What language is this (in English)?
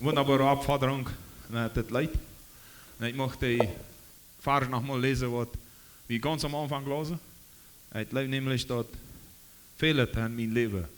Plautdietsch